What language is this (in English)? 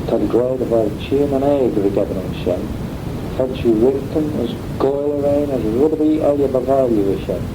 Manx